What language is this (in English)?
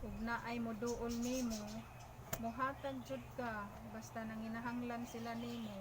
Cebuano